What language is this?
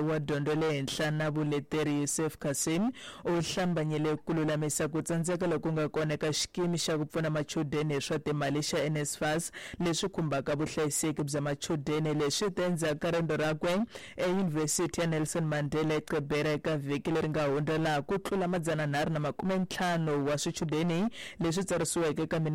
Tsonga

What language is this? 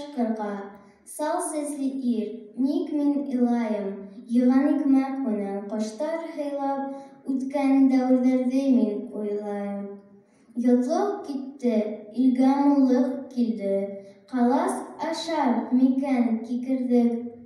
Bashkir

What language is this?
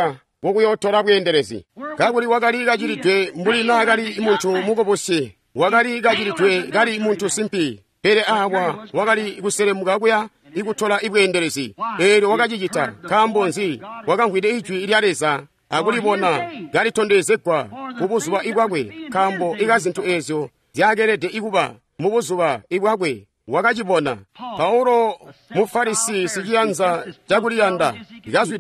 Tonga (Zambia)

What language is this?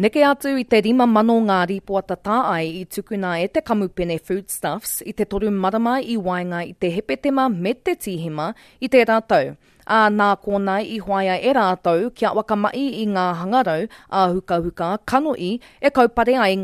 Māori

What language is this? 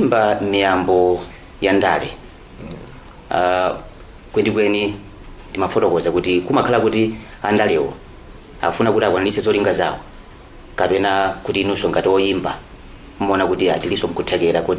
Nyanja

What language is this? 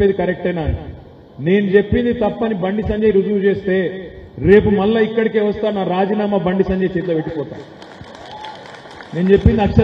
Telugu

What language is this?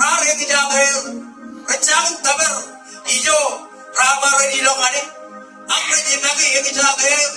Marshallese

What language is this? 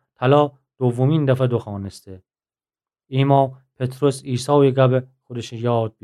Gilaki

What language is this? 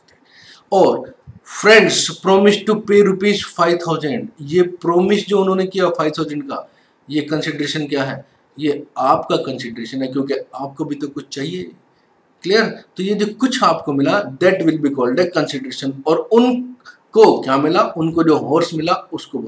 Hindi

